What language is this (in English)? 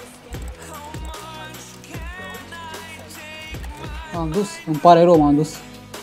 Romanian